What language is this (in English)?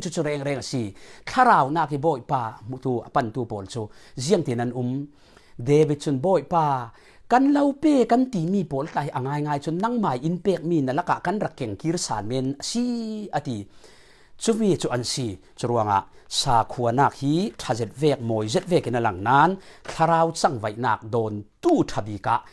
Falam Chin